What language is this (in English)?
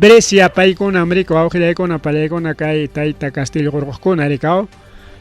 Ayacucho Quechua